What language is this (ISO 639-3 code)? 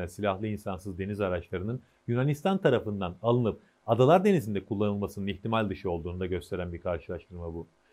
tur